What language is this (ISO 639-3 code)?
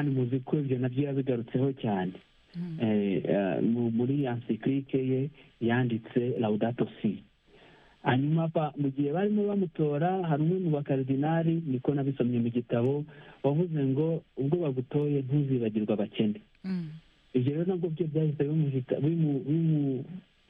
kin